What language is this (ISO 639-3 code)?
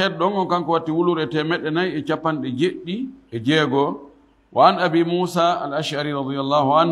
ful